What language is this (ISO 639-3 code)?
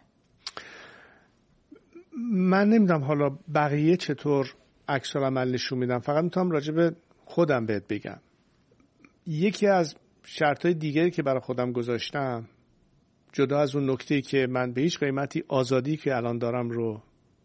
fas